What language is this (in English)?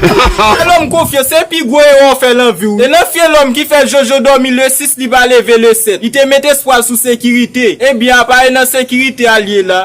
Haitian Creole